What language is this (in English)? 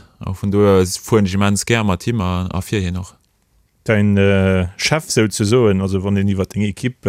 Luxembourgish